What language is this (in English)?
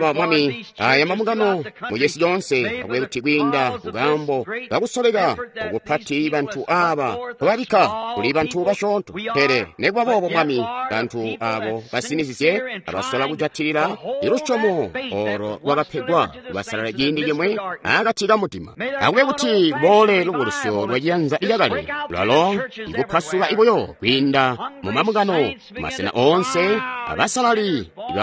Tonga (Zambia)